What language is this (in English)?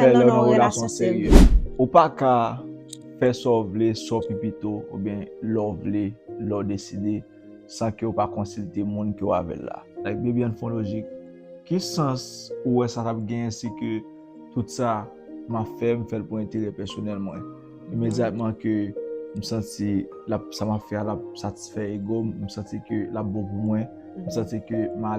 Haitian Creole